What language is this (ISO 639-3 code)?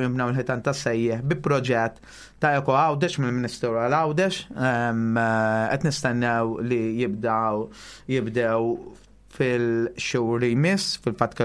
mlt